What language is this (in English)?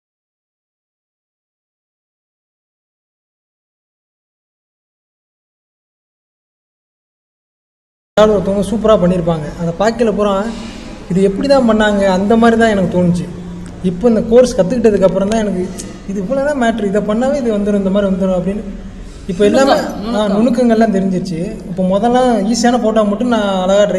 Tamil